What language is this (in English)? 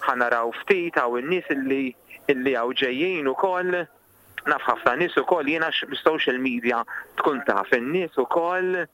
Maltese